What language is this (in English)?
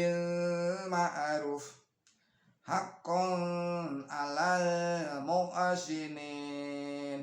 Javanese